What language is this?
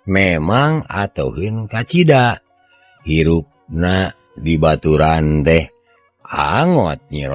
Sundanese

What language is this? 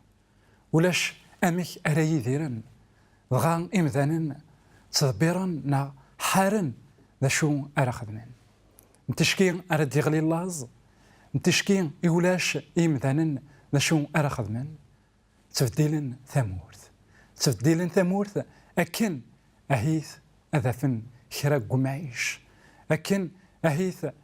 Kabyle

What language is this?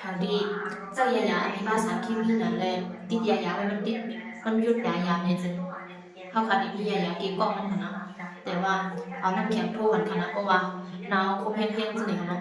Shan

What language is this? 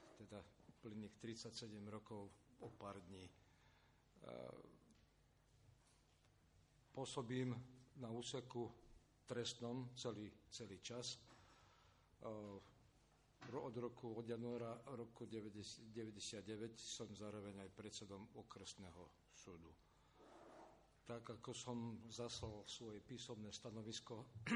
Slovak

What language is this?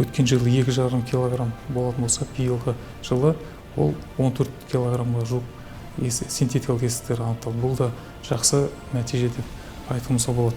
Kazakh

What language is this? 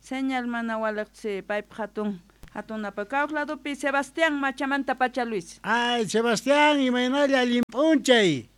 Quechua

